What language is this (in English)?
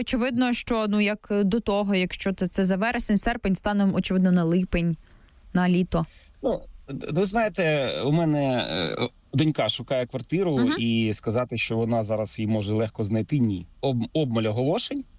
Ukrainian